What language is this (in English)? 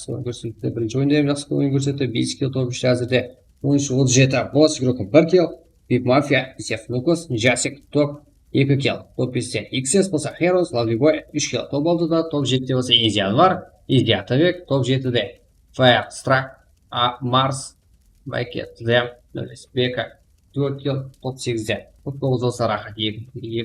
Kara-Kalpak